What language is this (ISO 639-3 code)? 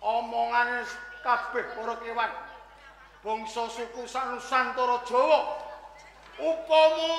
jav